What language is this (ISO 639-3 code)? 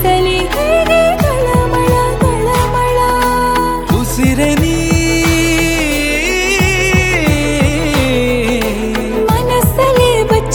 kan